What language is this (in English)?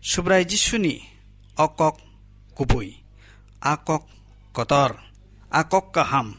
Kok Borok